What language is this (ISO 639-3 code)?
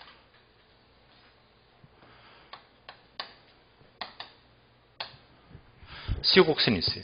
kor